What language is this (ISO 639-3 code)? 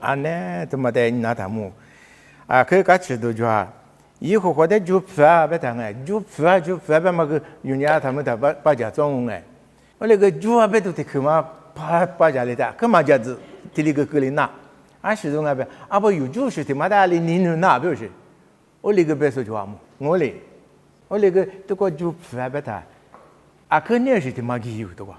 lis